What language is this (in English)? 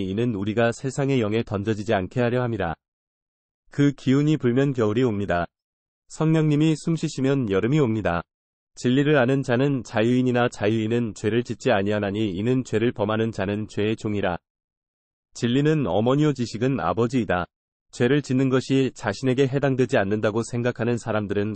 Korean